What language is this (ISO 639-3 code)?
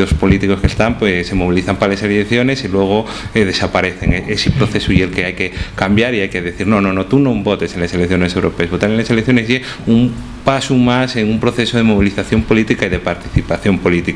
ast